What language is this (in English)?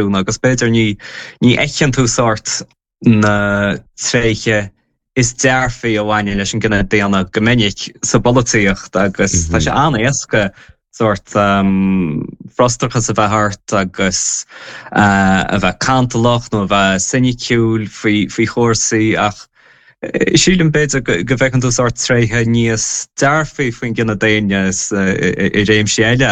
Irish